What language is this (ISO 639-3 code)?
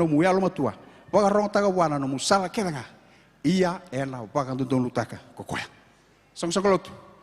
fij